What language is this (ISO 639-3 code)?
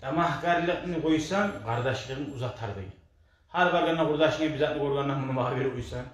kum